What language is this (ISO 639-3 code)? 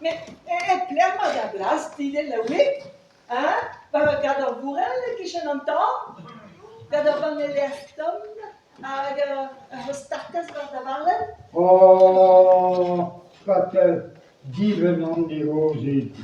bre